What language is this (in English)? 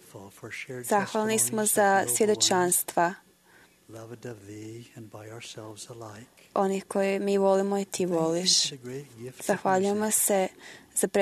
Croatian